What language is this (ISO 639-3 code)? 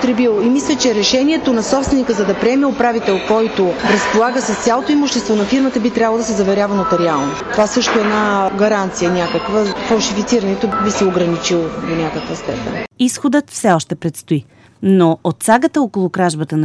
bul